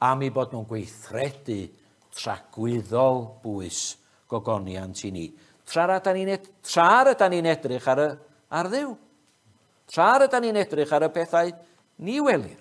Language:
Welsh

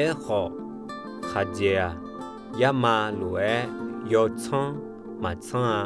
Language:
Akha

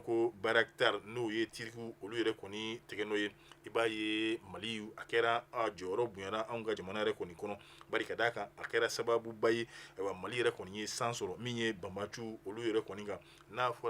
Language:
Bambara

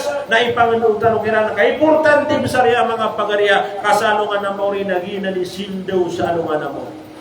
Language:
Maranao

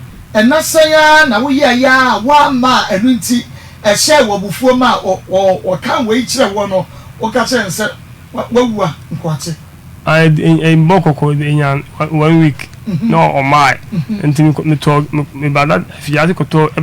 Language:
Akan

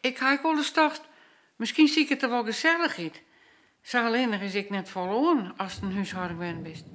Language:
Western Frisian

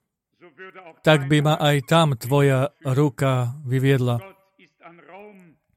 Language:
Slovak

